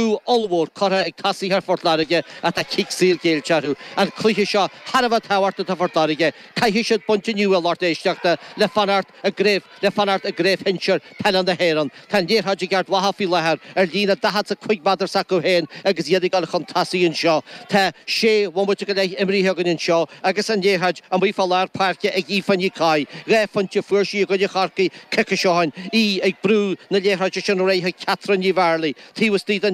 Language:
Irish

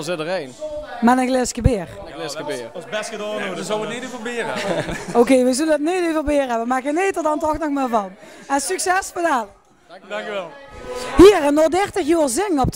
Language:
Limburgish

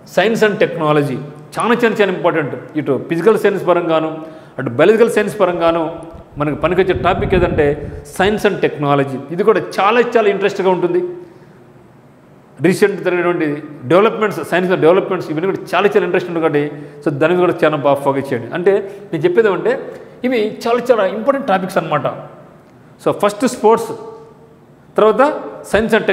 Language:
Telugu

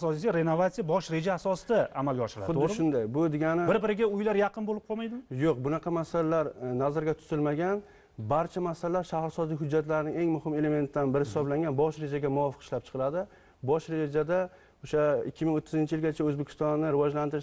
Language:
Uzbek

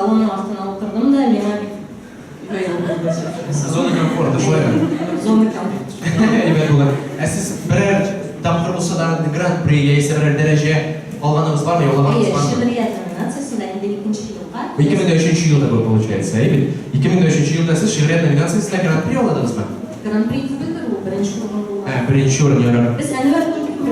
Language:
Tatar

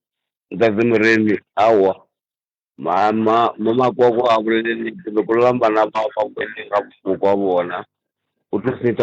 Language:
Northern Sotho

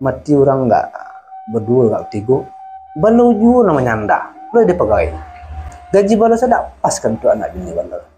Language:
Minangkabau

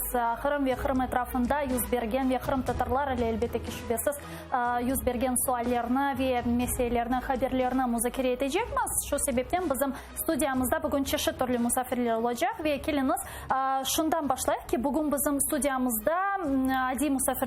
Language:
Crimean Tatar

